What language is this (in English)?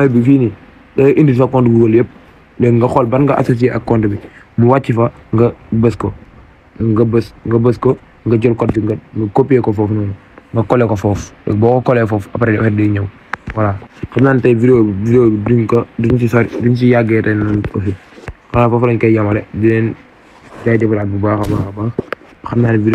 Wolof